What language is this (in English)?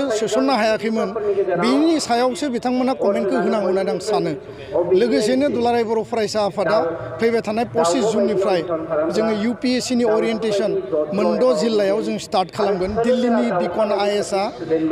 Bodo